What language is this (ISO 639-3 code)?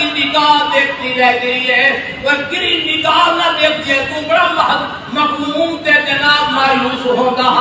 skr